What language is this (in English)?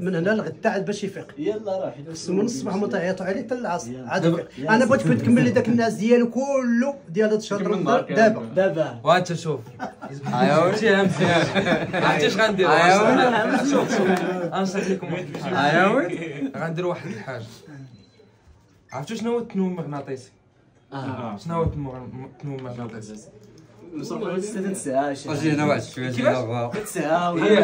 Moroccan Arabic